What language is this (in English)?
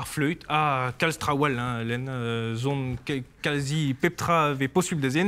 Breton